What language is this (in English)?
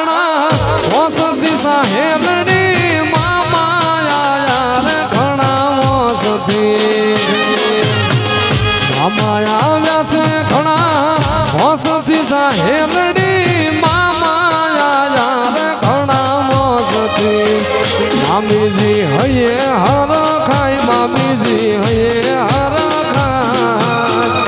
Gujarati